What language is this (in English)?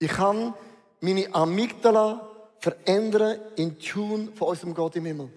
Swiss German